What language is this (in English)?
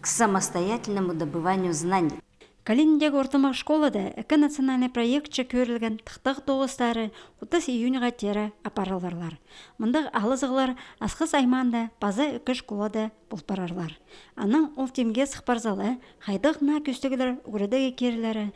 Khakas